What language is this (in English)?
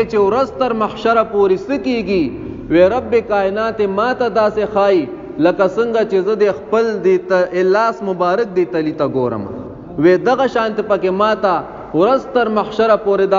Pashto